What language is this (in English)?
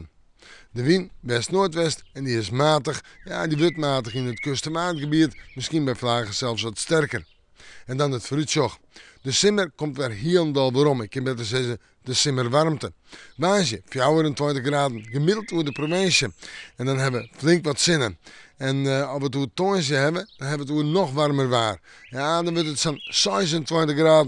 Western Frisian